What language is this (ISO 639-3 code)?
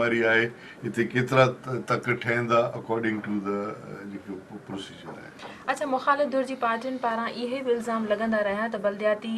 snd